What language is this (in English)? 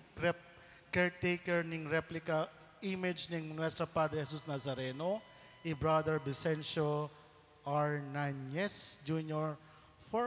Pampanga